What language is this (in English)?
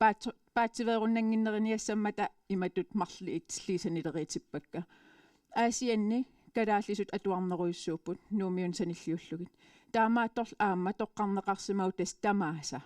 Kalaallisut